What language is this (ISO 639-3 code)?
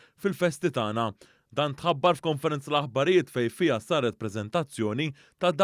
mlt